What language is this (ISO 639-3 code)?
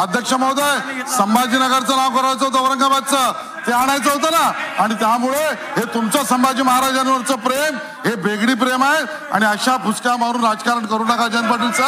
mar